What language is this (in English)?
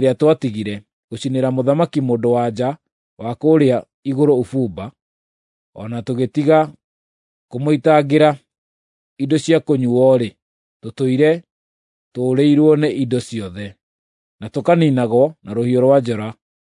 Kikuyu